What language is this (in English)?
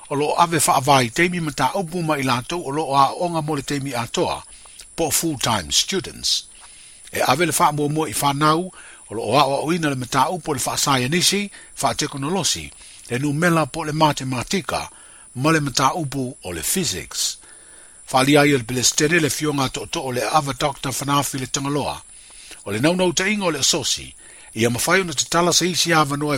Samoan